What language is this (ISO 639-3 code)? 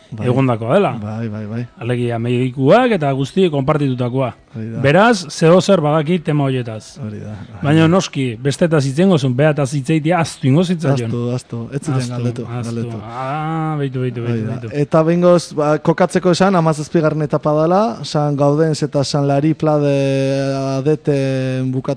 eus